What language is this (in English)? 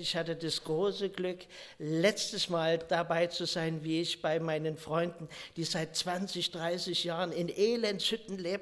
German